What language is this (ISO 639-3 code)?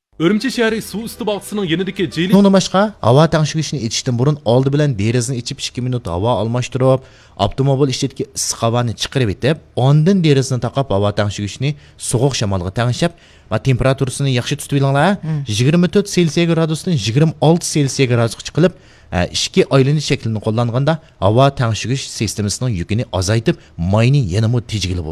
uig